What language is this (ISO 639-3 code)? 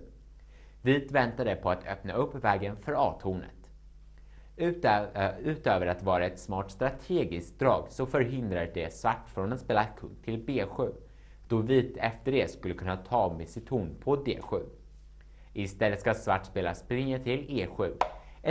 swe